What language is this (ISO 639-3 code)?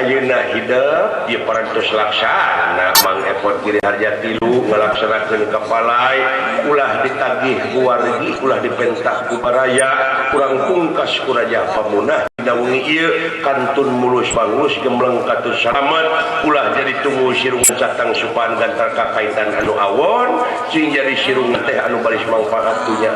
sun